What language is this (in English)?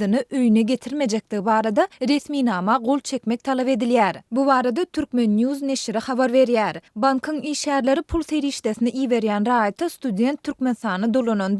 Turkmen